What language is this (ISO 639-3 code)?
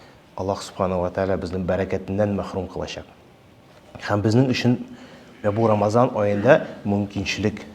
tat